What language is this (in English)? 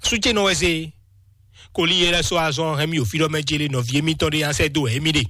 Fon